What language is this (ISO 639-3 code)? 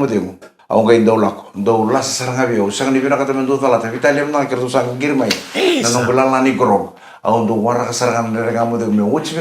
fij